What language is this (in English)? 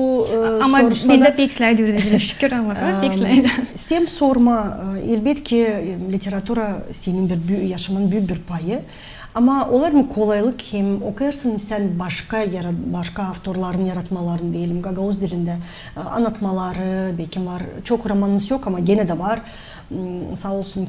Gagauz